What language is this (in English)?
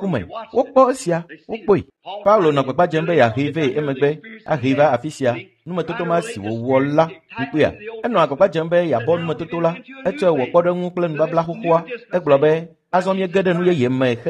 Ewe